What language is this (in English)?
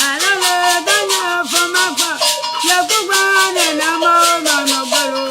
Ewe